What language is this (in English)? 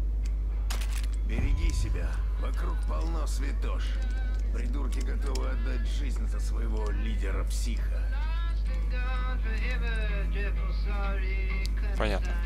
Russian